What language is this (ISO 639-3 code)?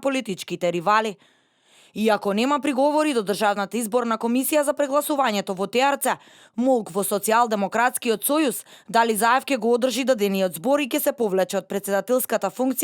mkd